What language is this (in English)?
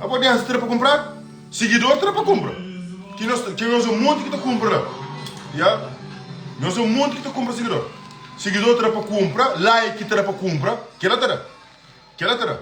Kabuverdianu